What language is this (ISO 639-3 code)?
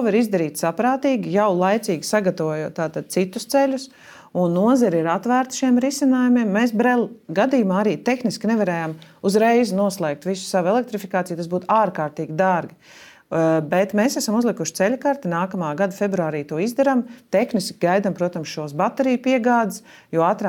lav